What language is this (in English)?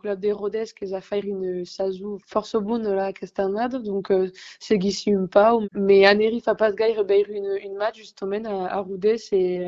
Occitan